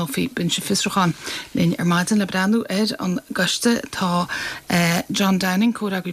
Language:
Irish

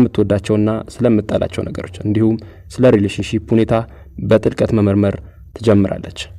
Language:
Amharic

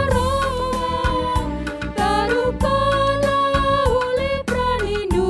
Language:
Batak Karo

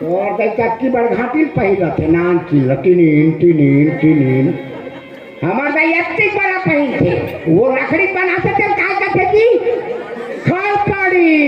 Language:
Chhattisgarhi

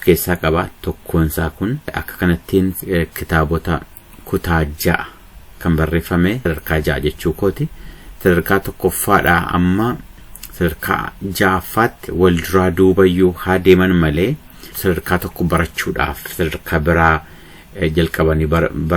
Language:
Oromo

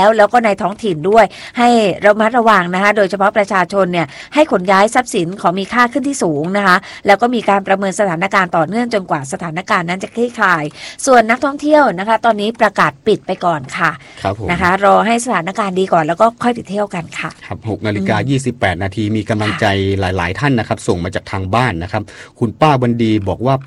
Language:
Thai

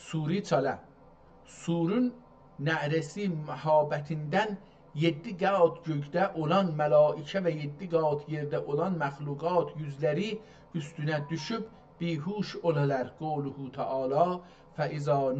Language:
South Azerbaijani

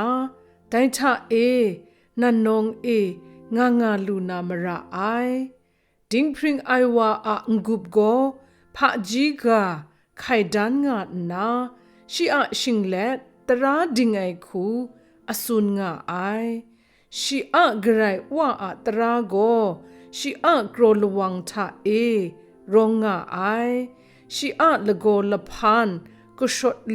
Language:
Kachin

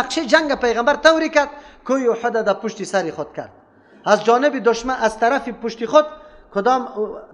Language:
Persian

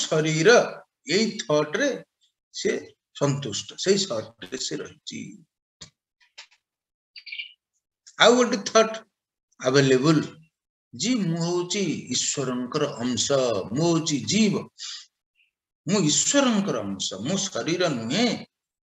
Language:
Odia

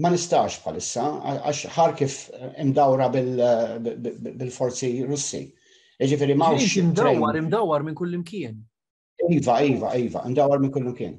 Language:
Maltese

